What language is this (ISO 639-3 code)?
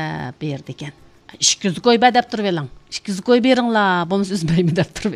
uig